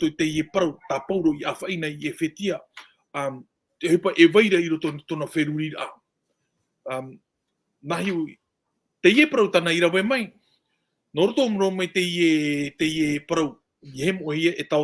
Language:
Tahitian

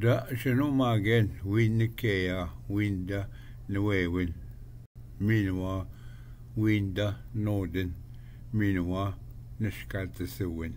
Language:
Ojibwa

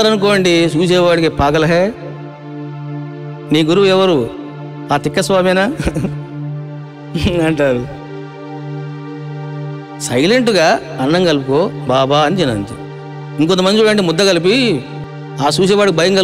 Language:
Telugu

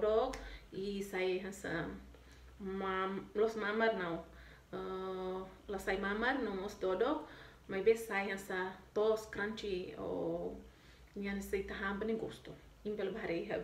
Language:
Tetum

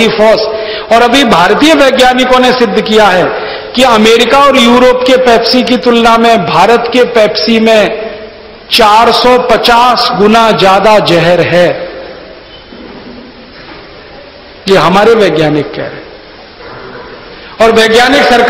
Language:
Hindi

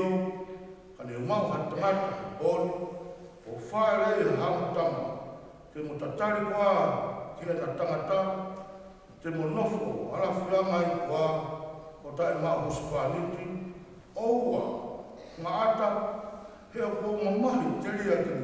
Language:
Tongan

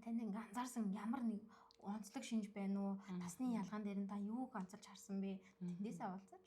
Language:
Mongolian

